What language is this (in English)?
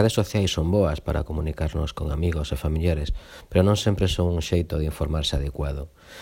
Galician